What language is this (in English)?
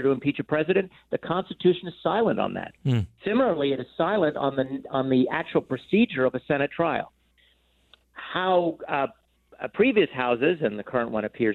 English